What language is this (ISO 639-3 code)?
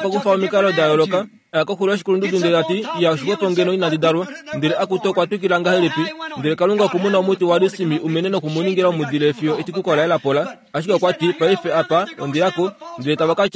kua